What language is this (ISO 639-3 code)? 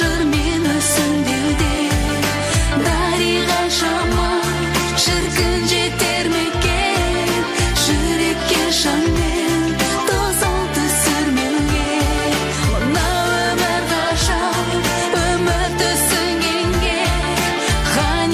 kaz